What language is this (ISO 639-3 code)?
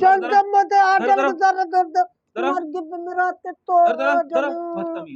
bgp